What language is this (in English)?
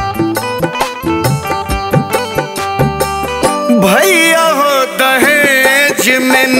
Bhojpuri